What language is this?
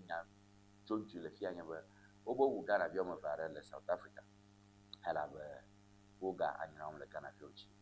Ewe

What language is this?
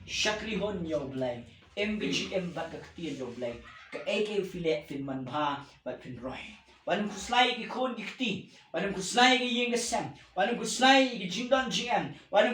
Khasi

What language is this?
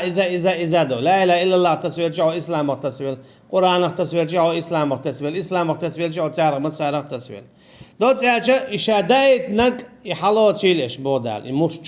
Chechen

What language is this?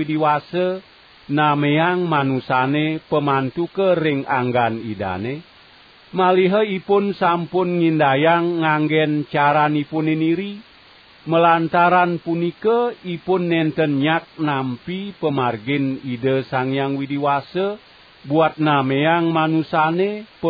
Balinese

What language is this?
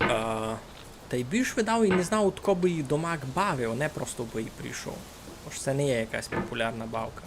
Rusyn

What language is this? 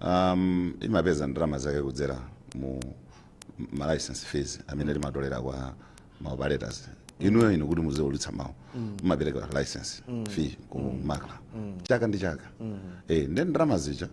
Nyanja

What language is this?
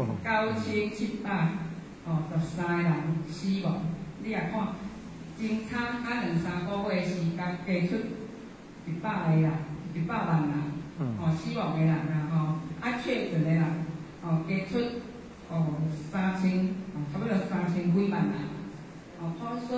Min Nan Chinese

